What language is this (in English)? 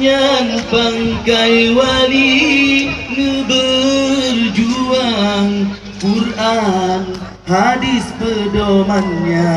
Achinese